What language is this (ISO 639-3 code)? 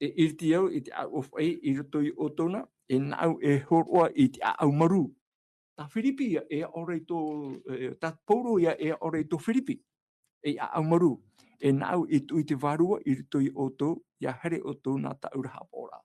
tah